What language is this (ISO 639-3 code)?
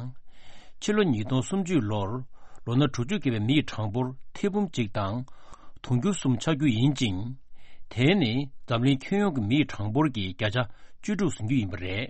bod